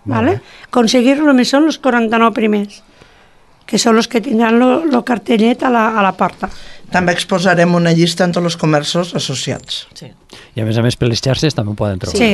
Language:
Catalan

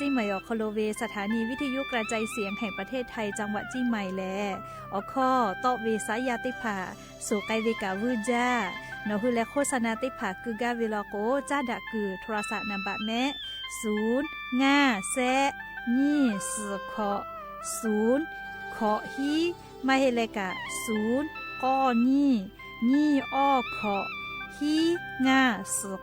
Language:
Lahu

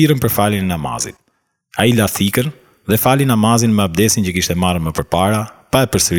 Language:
Albanian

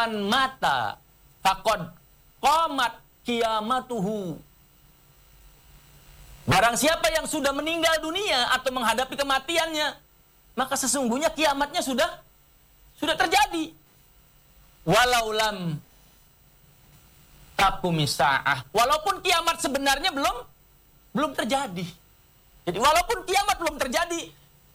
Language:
Indonesian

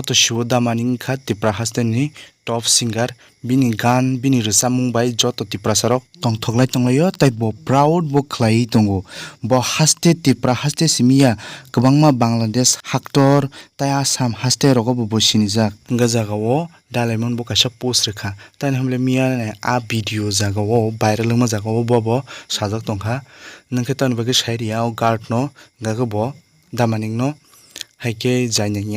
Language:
Kok Borok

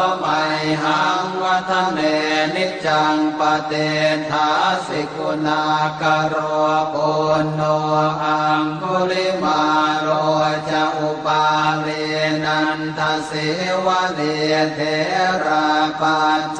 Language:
Pali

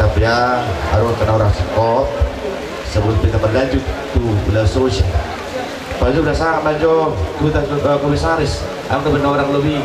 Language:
Batak Toba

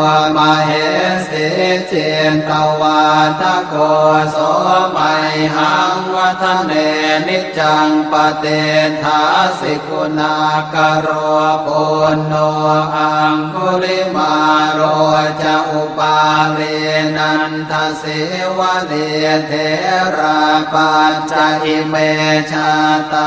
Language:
Pali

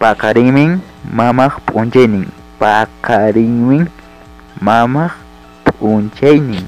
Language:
Ayacucho Quechua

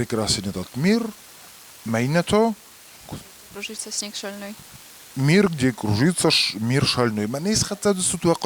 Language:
Ossetic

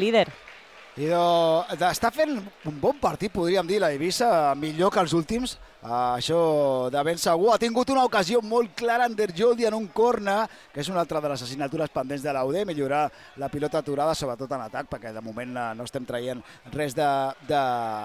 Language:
Catalan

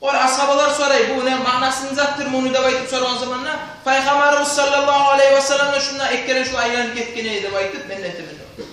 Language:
Kumyk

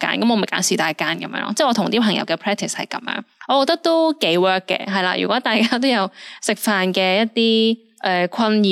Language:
Cantonese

